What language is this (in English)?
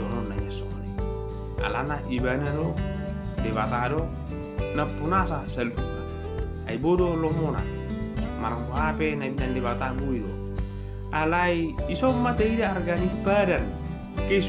Batak Toba